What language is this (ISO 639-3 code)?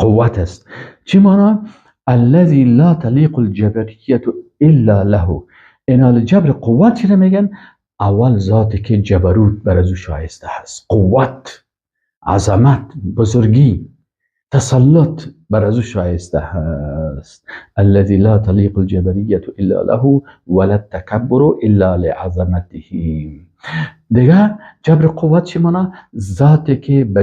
fas